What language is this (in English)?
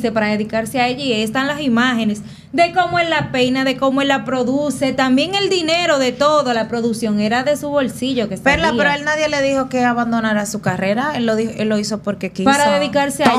Spanish